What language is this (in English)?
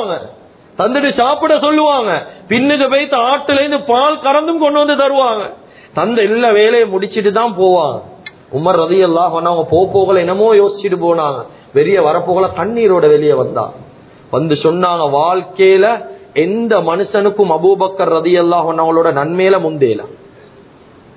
Tamil